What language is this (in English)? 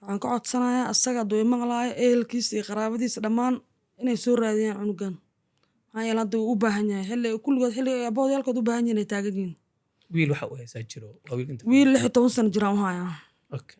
Somali